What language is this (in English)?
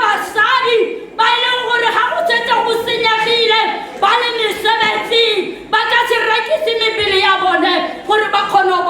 Tswana